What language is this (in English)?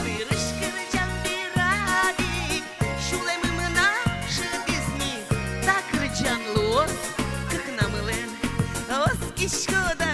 Udmurt